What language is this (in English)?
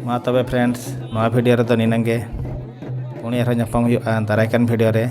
Santali